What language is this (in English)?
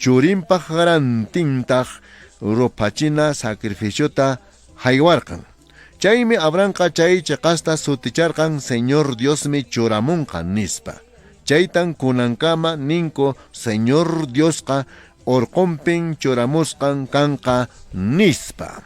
Quechua